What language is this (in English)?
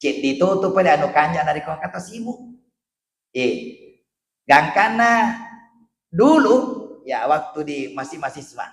Buginese